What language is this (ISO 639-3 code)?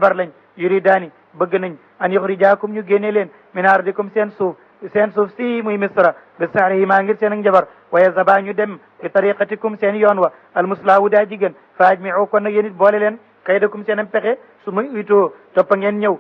wol